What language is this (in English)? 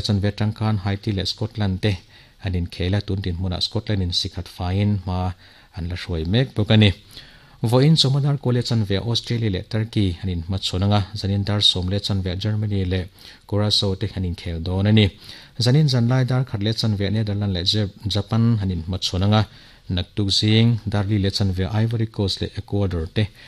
Mizo